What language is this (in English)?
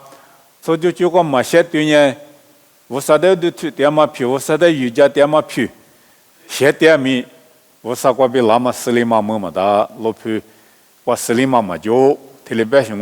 Lisu